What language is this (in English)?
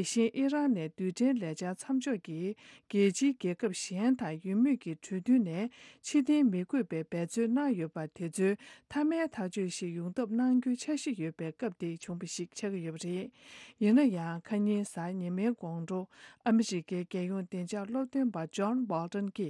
Tibetan